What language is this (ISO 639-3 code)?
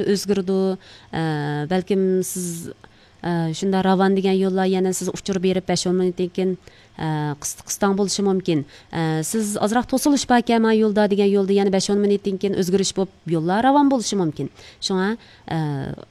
uig